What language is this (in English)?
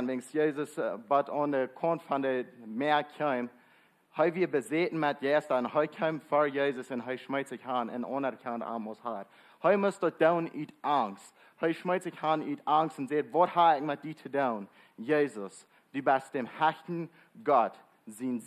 Plautdietsch